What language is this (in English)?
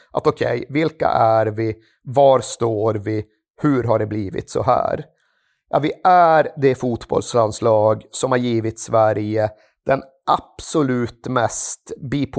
Swedish